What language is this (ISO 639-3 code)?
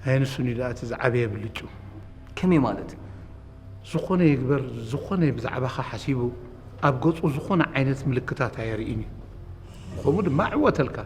tir